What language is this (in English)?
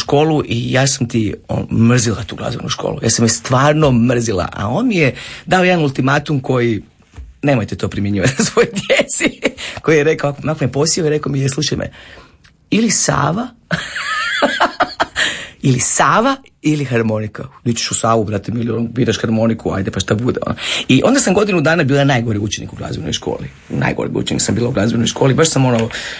Croatian